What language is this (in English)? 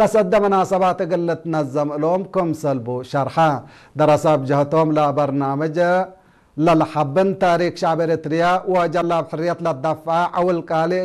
Tigre